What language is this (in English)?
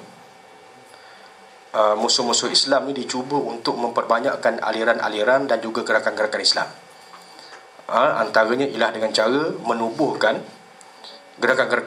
Malay